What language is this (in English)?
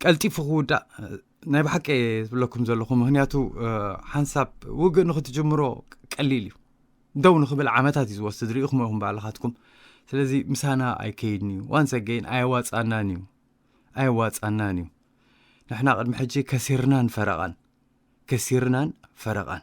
Tigrinya